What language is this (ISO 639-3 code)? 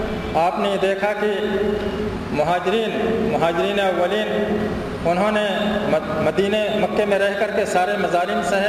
urd